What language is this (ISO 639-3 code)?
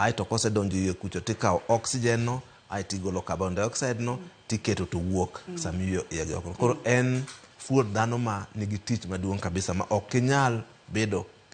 luo